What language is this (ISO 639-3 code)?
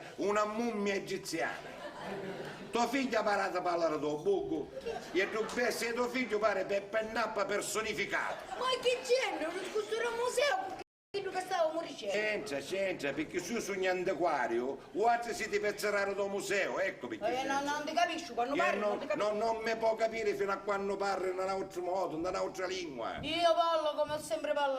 scn